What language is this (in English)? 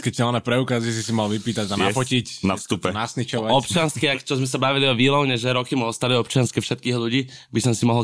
Slovak